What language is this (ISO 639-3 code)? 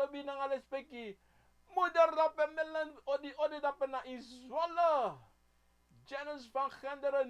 srn